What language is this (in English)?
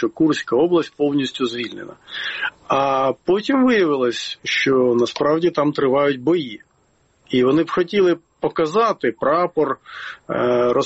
Ukrainian